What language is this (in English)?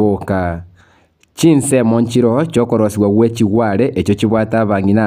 Gusii